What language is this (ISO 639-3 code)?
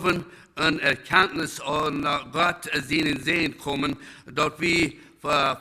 pdt